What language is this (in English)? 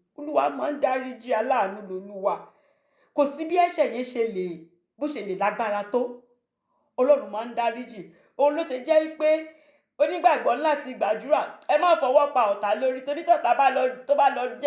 Yoruba